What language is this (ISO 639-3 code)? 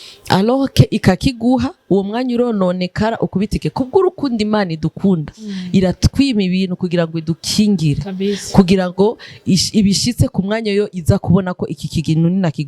run